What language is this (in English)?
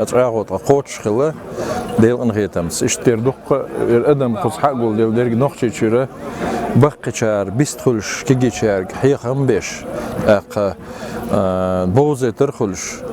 Chechen